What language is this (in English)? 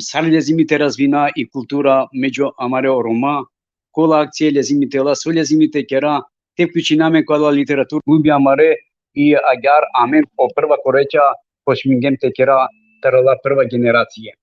Balkan Romani